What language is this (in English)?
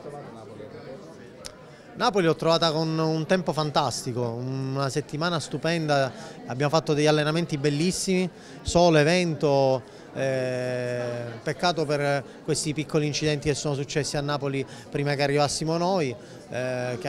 Italian